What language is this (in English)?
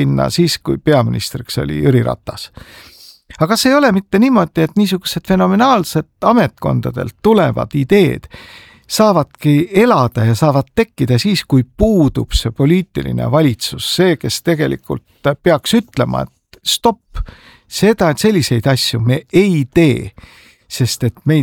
Estonian